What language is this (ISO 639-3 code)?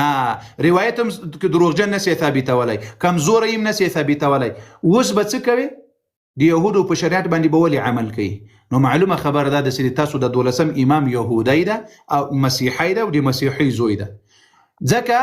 pus